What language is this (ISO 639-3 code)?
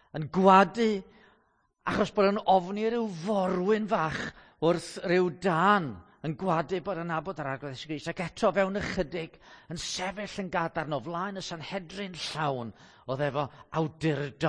cym